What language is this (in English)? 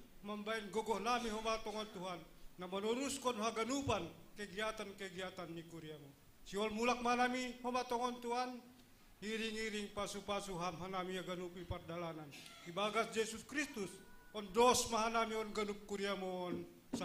Batak Simalungun